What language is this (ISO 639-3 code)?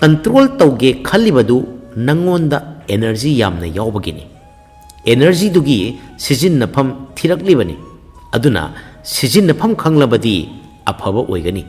mni